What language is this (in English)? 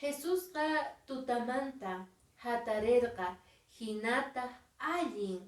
Quechua